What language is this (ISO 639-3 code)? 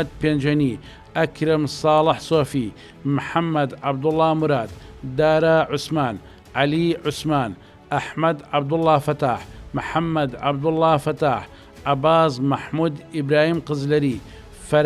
ckb